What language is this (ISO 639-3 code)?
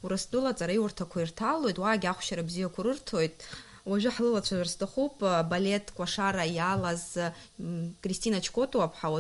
abk